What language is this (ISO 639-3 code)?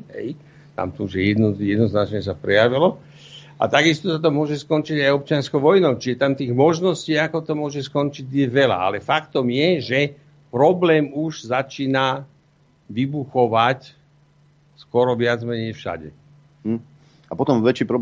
slk